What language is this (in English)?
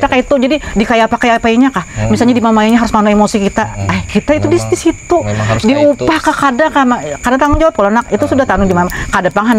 Banjar